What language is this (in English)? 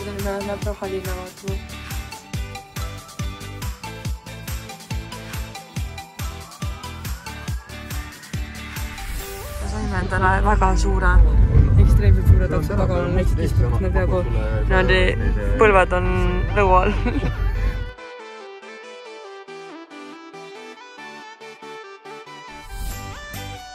Estonian